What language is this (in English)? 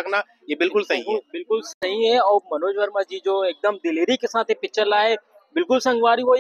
Chhattisgarhi